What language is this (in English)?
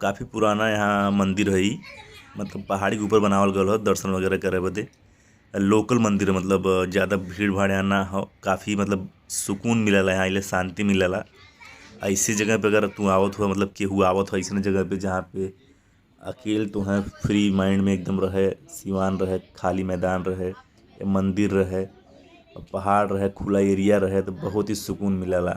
Bhojpuri